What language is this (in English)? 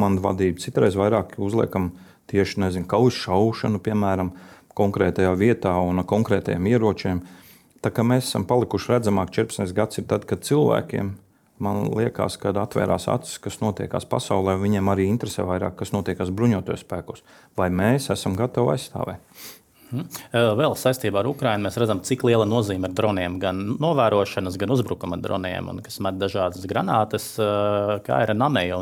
Latvian